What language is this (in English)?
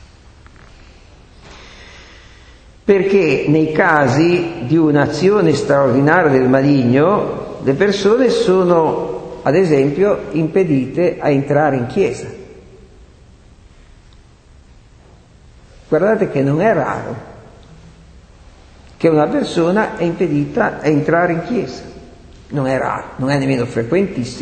Italian